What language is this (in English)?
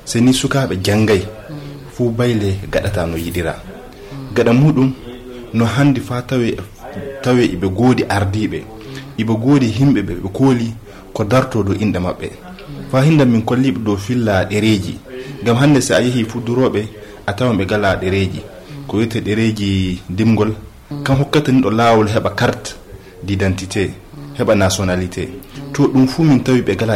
Fula